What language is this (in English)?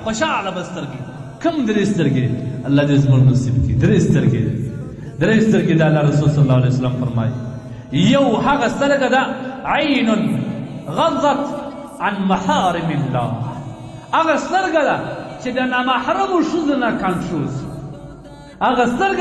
Pashto